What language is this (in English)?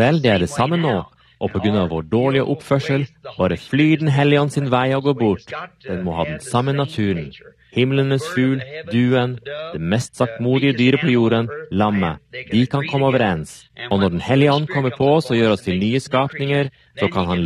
Norwegian